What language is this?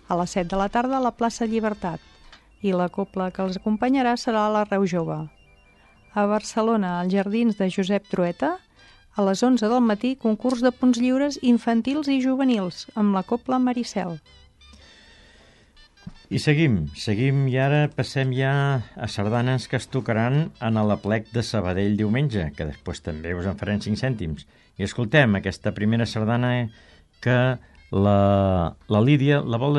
Catalan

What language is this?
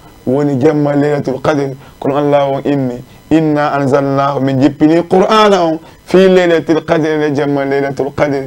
Fula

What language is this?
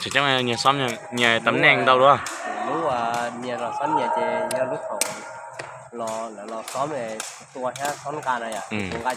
Hmong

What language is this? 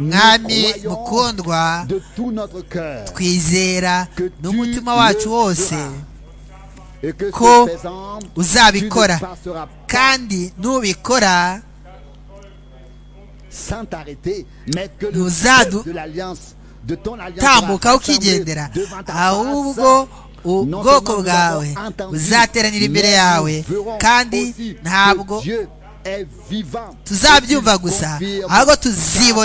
Kinyarwanda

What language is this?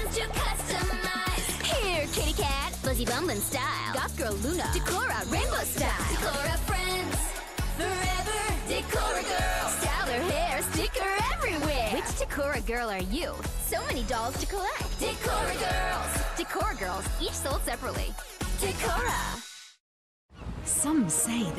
English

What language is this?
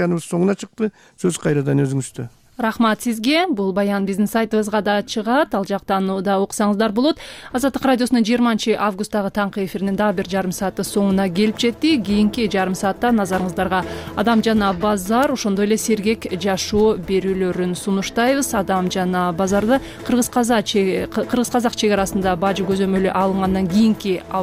Kyrgyz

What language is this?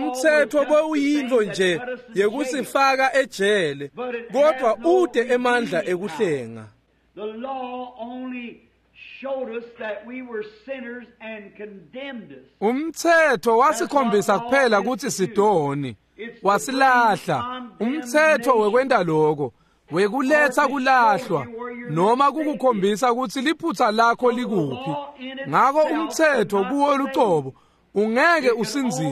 Swati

